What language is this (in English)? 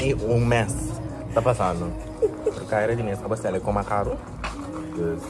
Papiamento